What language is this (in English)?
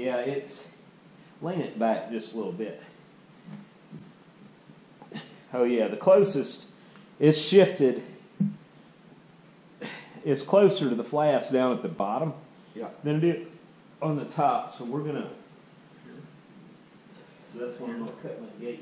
English